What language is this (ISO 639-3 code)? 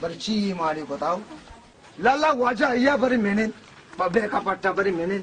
bal